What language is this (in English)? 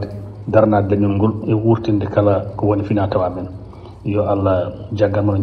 Fula